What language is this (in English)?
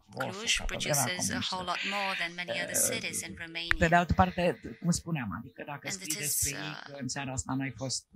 Romanian